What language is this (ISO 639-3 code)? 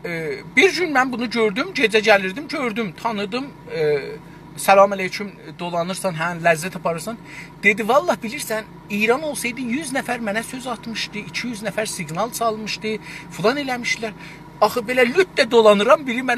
azb